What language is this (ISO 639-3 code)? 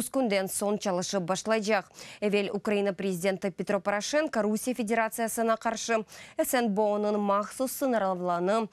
crh